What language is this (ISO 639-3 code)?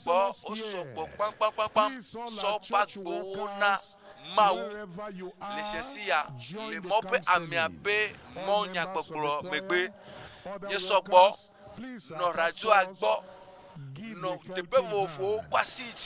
ewe